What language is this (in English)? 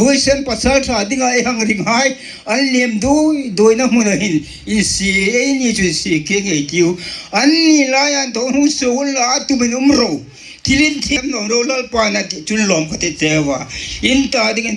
Hmar